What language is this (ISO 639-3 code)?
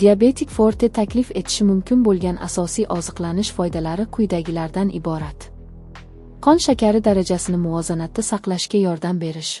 uzb